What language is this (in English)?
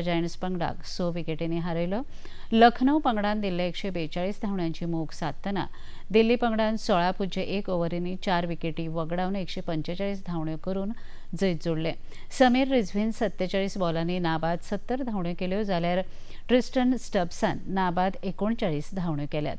Konkani